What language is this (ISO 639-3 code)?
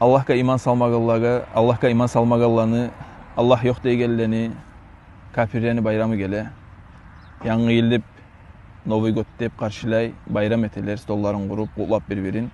kum